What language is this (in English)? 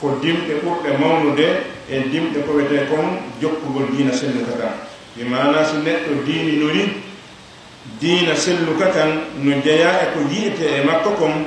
Fula